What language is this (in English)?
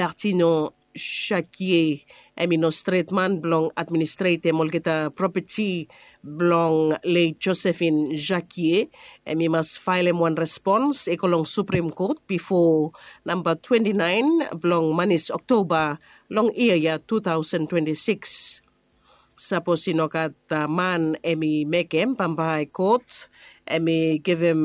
Bislama